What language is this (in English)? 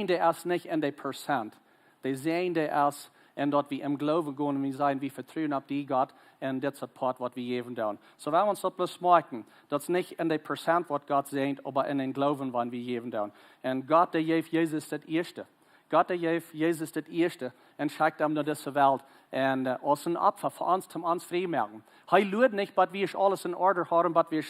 Plautdietsch